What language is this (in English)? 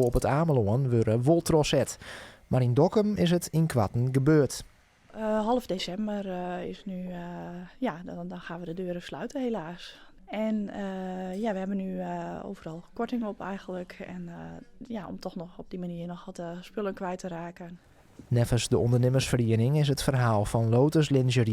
Western Frisian